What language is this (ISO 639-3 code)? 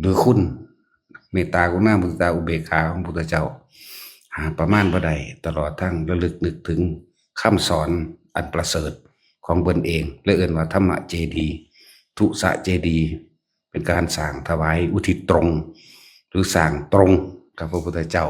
lao